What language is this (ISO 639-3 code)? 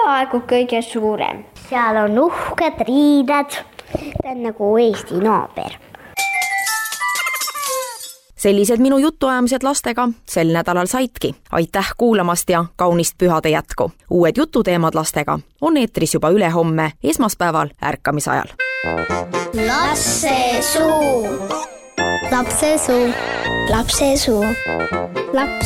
est